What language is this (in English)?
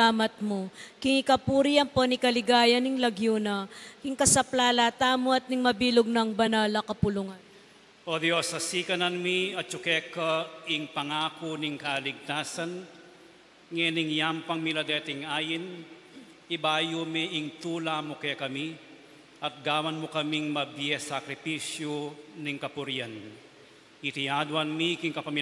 Pampanga